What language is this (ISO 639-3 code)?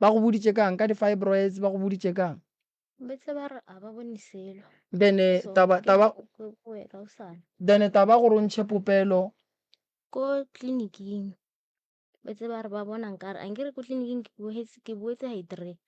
nso